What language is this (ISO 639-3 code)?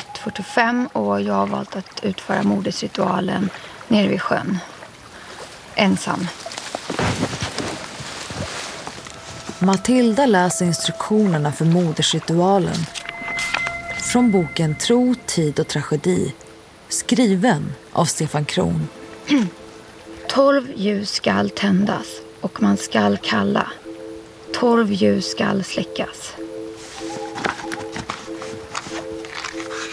swe